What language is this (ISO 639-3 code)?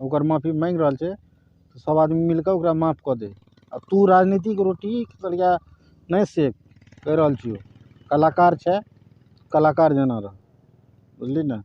mai